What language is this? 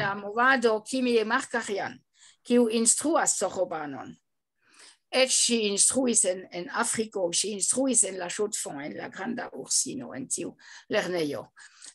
Esperanto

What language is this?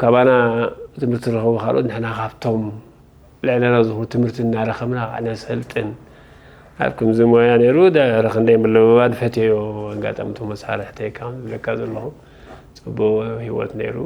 Tigrinya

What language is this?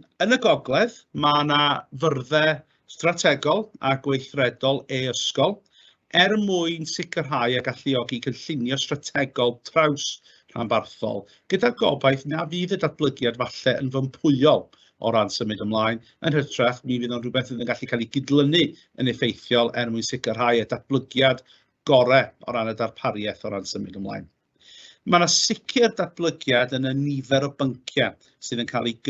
Welsh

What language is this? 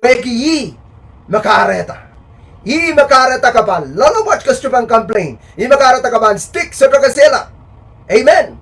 Pohnpeian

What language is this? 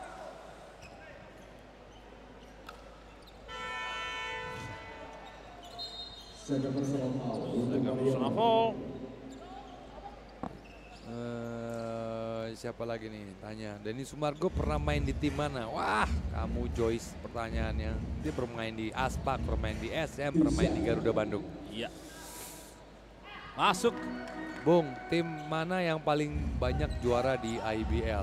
Indonesian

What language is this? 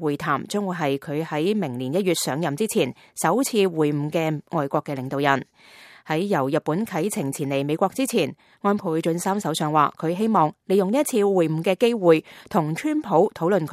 Cantonese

